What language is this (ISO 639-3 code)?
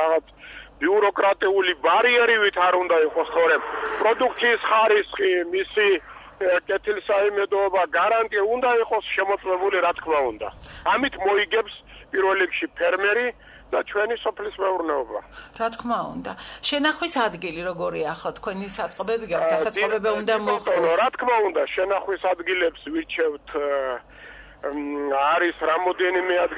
kat